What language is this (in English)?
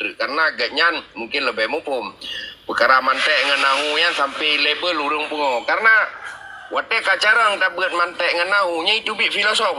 Achinese